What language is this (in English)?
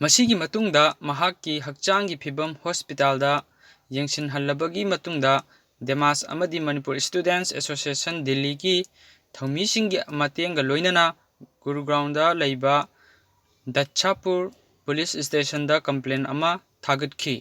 Manipuri